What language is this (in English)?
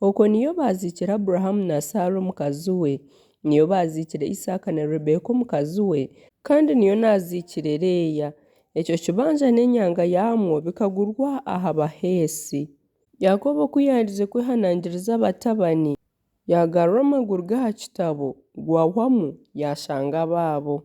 Nyankole